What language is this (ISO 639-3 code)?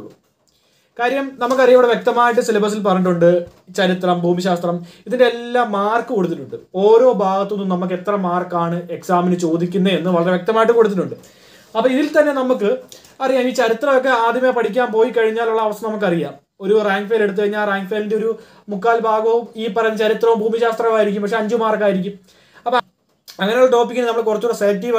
mal